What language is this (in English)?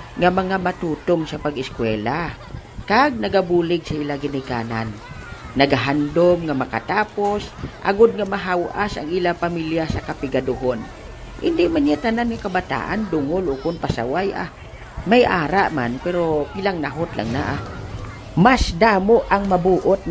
Hiligaynon